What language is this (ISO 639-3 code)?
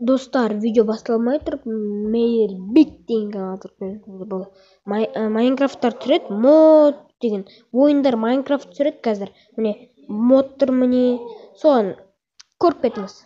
kaz